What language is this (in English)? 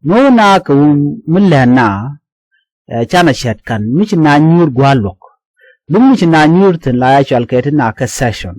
Nuer